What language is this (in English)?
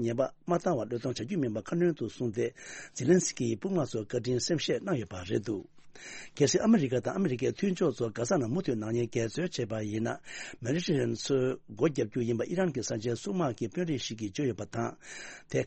Tibetan